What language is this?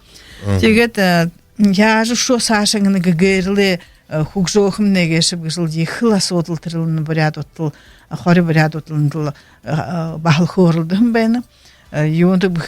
Buriat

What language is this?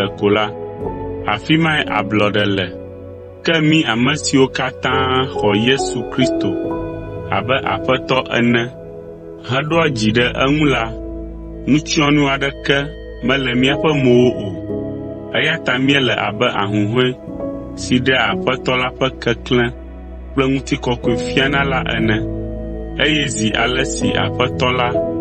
Ewe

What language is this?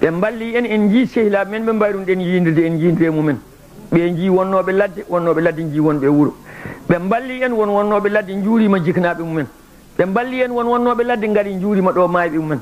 Fula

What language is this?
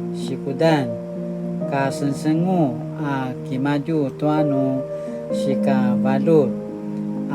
Paiwan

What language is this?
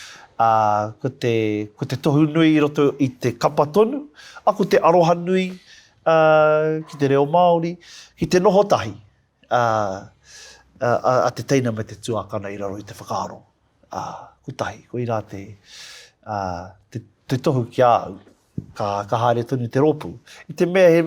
Māori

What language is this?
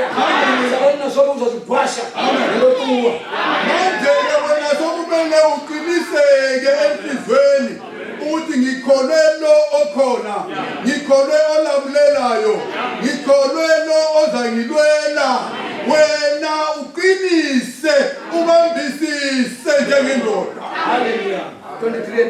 North Ndebele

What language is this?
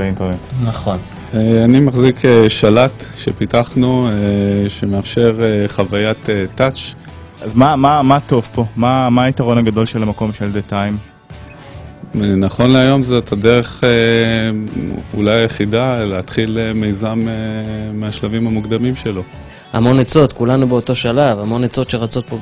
Hebrew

